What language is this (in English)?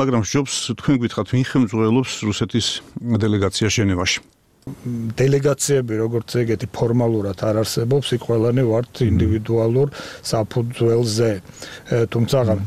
Georgian